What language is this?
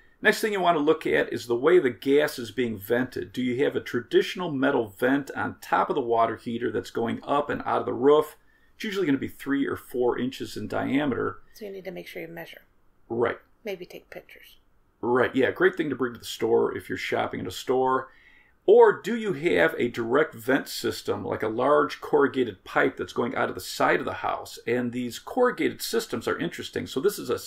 English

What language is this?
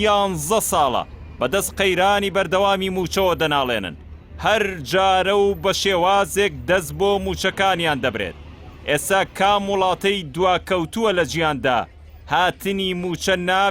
Central Kurdish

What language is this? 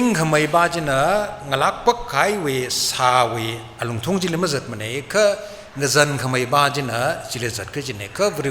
Tangkhul Naga (India)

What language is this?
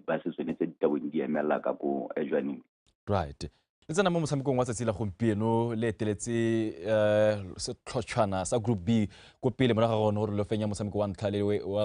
Tswana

